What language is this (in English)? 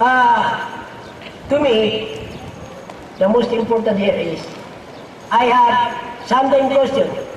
Maranao